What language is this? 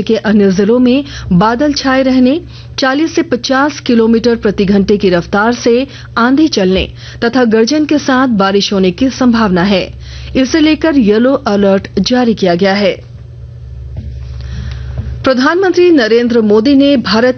Hindi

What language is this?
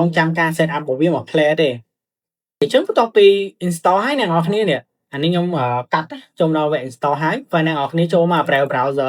Khmer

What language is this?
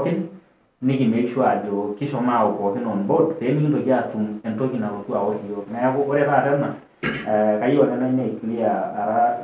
Masai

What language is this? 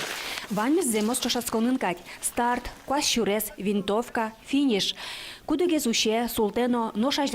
Udmurt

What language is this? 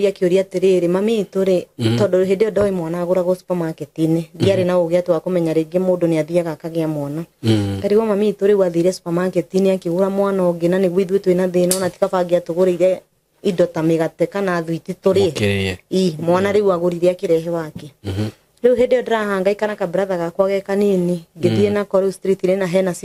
Kikuyu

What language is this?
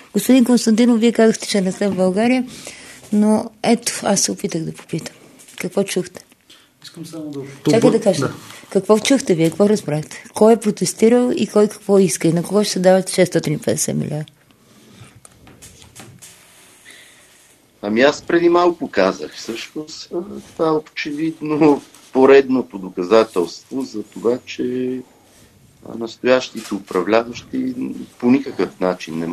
Bulgarian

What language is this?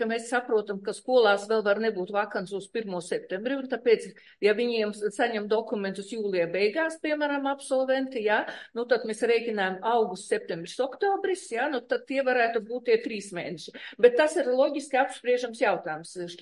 Latvian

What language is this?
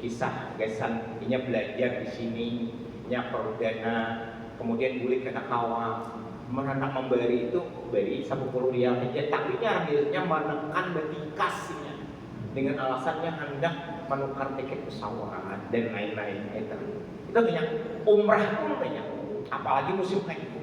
Banjar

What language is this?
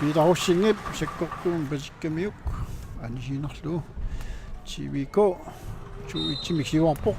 Kalaallisut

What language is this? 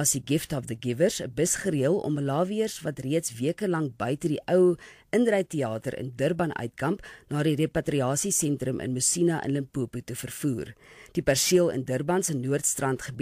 Afrikaans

